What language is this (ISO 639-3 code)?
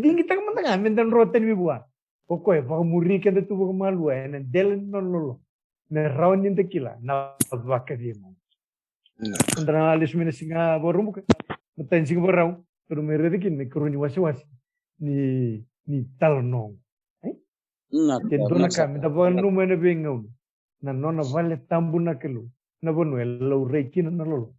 fij